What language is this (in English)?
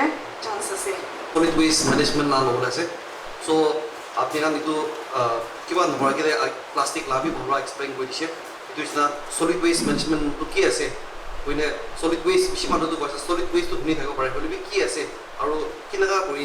Naga Pidgin